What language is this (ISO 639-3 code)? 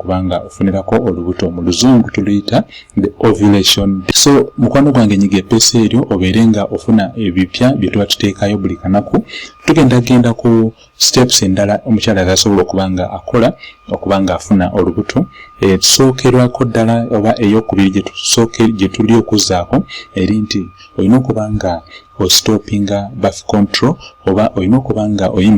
lug